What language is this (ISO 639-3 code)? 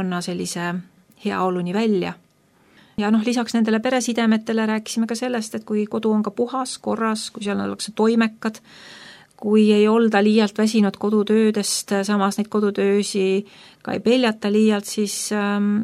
est